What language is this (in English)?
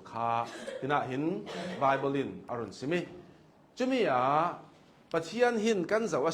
Hakha Chin